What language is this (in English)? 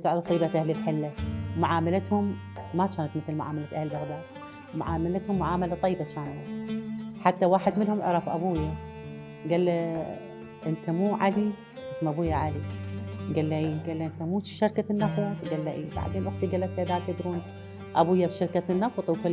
Mesopotamian Arabic